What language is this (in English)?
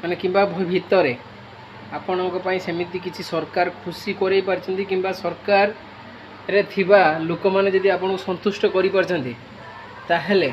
Odia